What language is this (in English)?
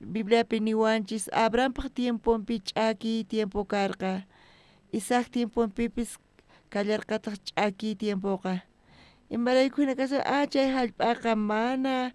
South Bolivian Quechua